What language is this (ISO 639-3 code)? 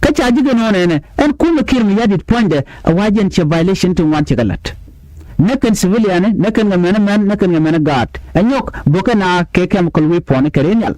nus